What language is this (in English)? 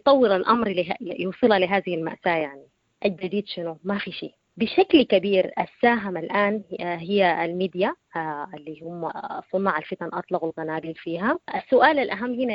Sudanese Arabic